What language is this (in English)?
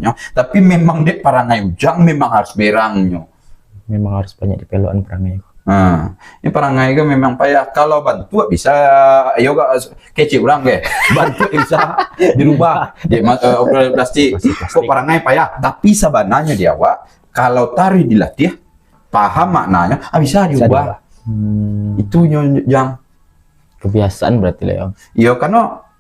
Minangkabau